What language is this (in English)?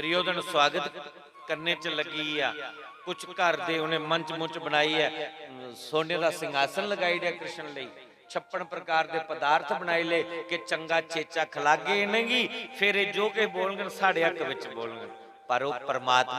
Dogri